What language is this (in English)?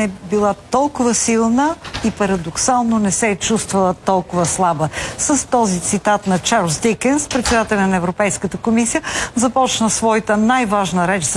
Bulgarian